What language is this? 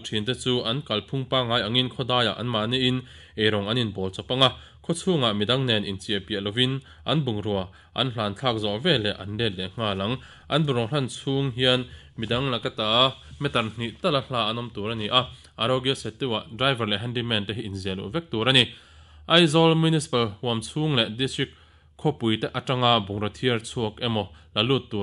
Mizo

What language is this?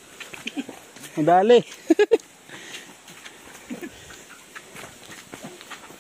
Filipino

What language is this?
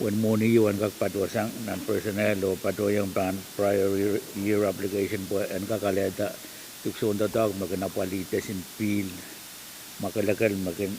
Pohnpeian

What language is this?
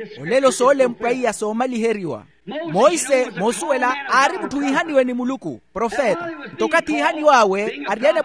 Makhuwa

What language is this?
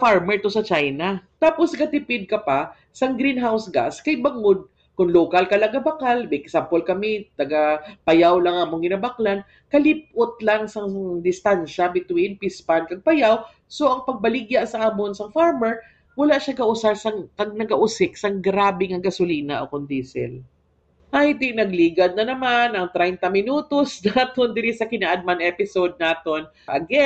Hiligaynon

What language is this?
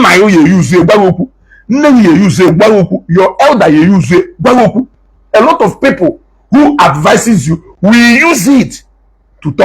Igbo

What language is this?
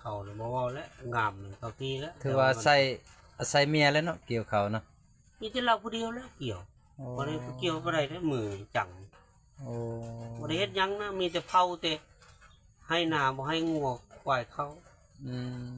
Lao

